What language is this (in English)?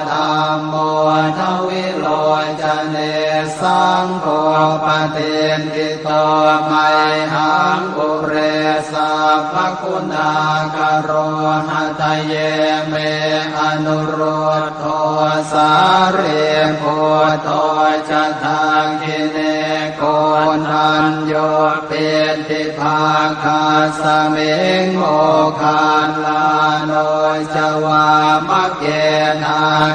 Pali